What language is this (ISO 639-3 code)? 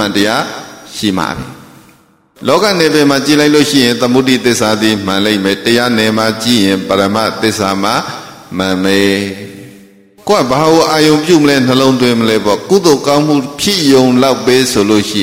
mya